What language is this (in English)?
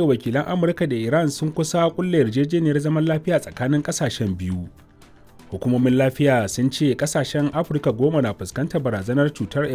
Hausa